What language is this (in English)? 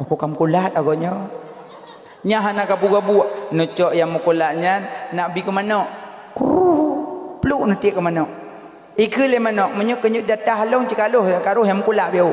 Achinese